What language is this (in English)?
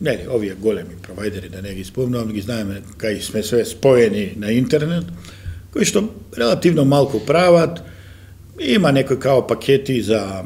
Macedonian